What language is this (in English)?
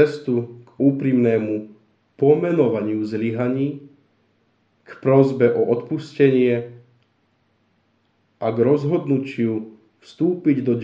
Slovak